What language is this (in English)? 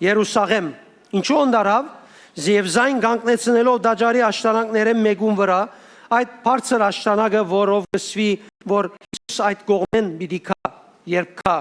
Western Armenian